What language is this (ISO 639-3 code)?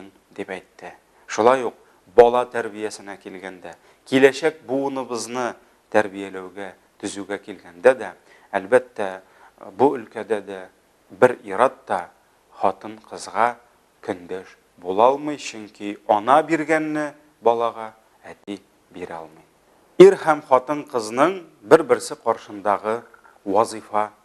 tat